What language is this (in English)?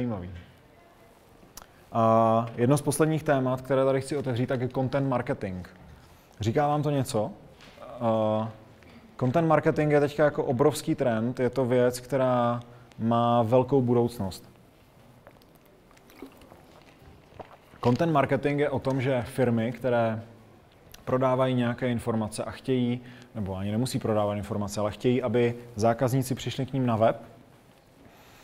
Czech